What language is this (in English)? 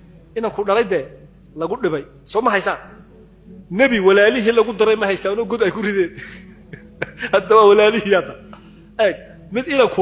Somali